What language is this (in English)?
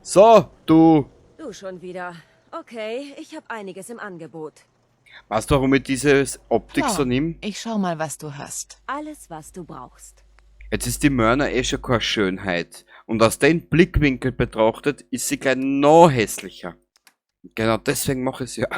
Bavarian